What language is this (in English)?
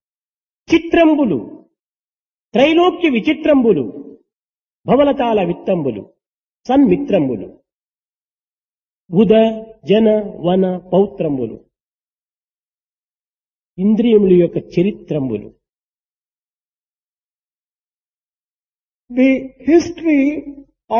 Telugu